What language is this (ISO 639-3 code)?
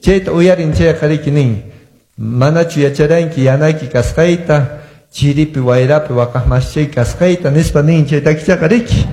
que